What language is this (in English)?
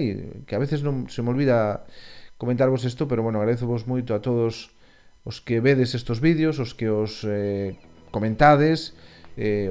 Galician